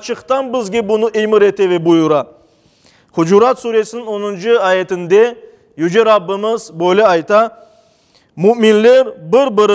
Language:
Crimean Tatar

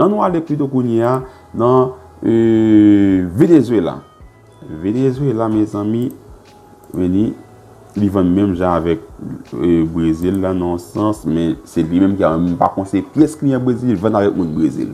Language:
Haitian Creole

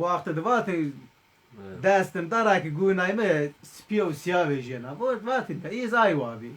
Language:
Zaza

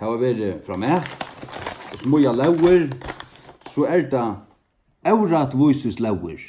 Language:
Faroese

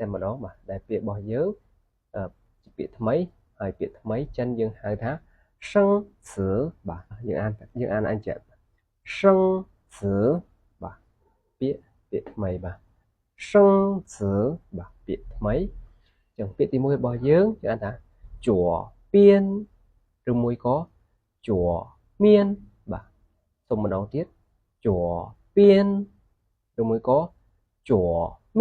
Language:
Khmer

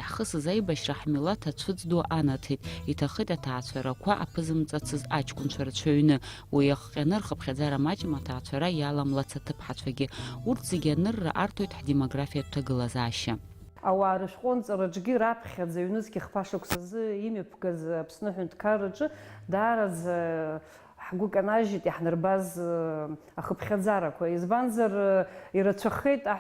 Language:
Abkhazian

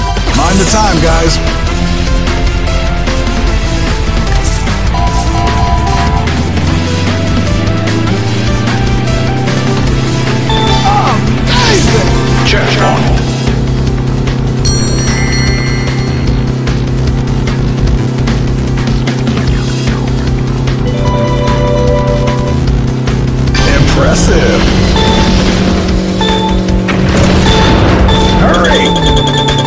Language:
English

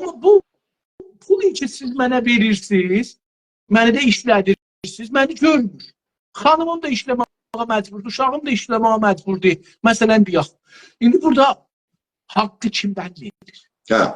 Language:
South Azerbaijani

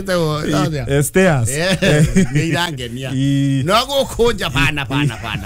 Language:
Kikuyu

